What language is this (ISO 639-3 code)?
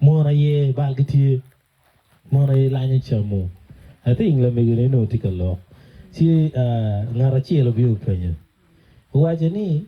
ach